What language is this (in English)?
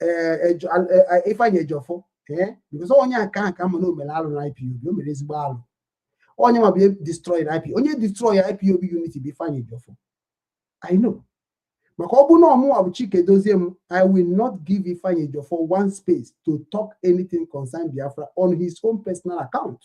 Igbo